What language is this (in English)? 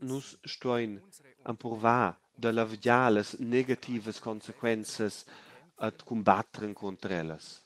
Romansh